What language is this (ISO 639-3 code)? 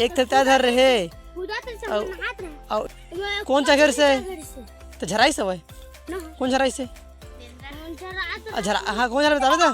hne